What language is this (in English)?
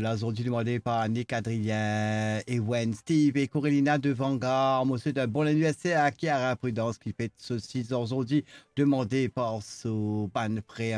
Morisyen